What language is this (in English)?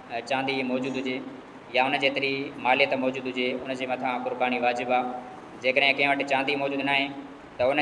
Sindhi